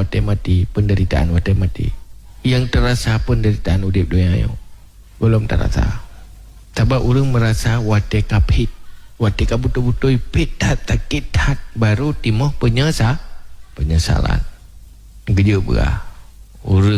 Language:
Achinese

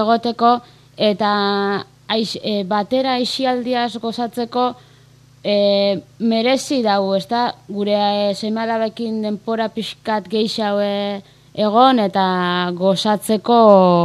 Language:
Basque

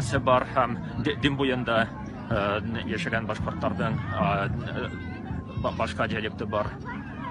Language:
Bashkir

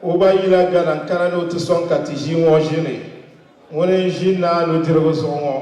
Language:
Dagbani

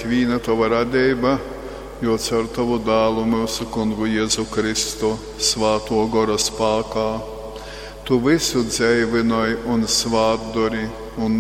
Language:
Latgalian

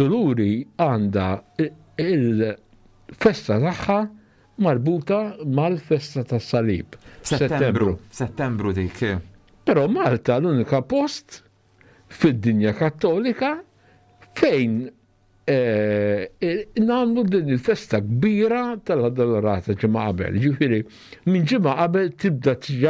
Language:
Maltese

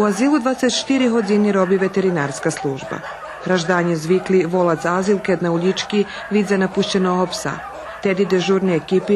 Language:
Rusyn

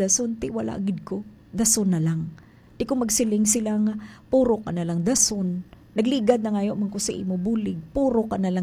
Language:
Hiligaynon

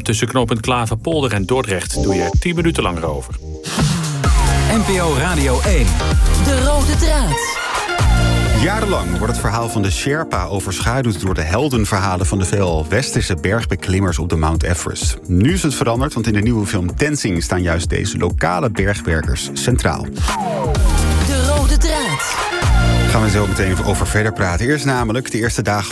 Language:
Dutch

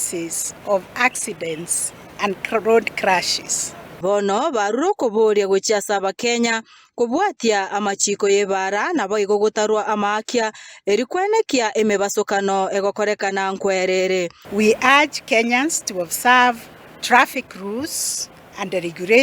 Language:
Gusii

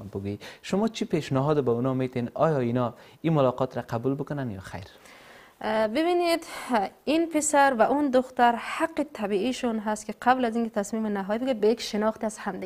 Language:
Persian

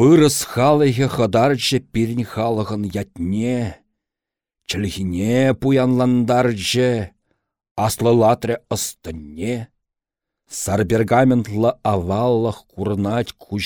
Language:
Chuvash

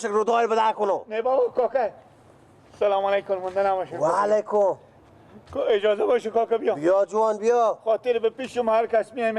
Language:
Persian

